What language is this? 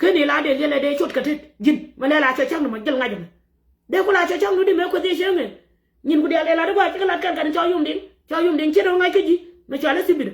Nuer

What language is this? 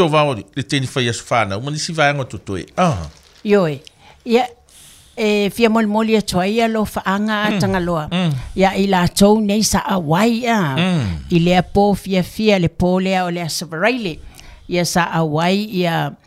Samoan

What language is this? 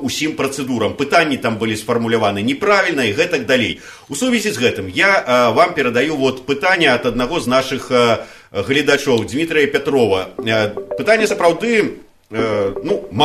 Belarusian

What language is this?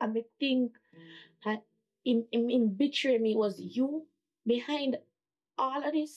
Jamaican Creole English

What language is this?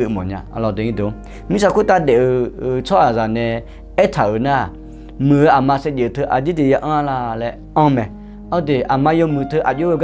Akha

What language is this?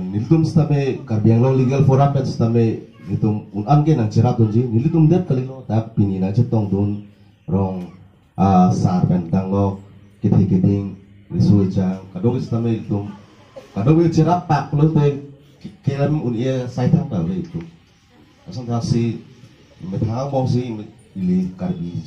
Karbi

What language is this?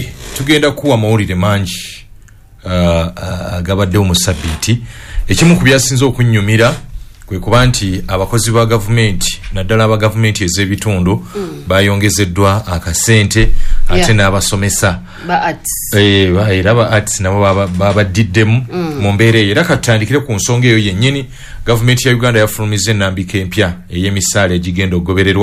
Ganda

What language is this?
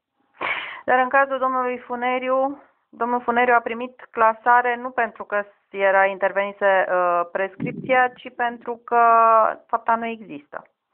Romanian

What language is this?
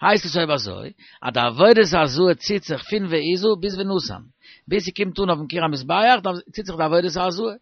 Yiddish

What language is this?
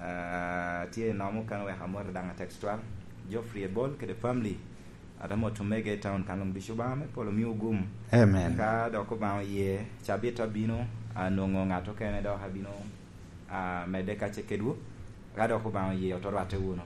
Lango (Uganda)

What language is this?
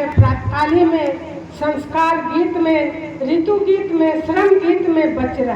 Magahi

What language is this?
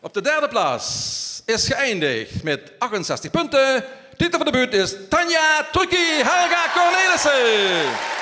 Limburgish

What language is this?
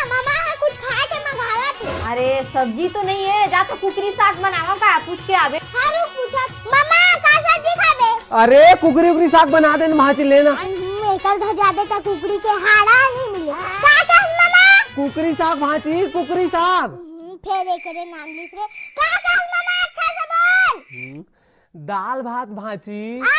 Chhattisgarhi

